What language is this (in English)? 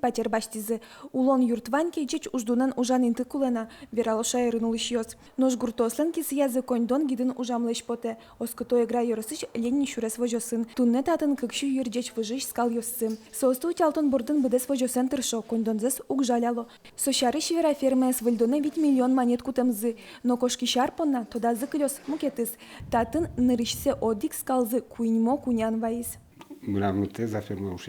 Udmurt